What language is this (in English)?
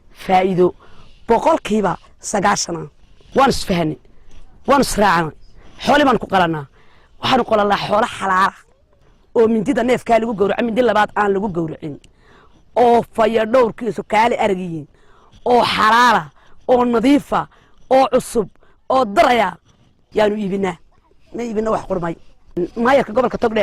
Somali